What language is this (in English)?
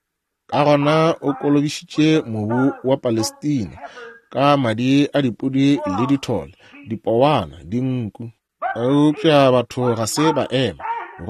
Northern Sotho